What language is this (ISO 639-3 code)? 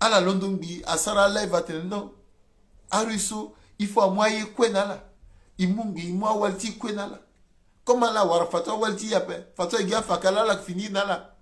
sag